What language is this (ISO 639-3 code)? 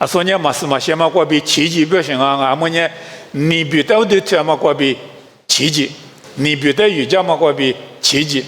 lis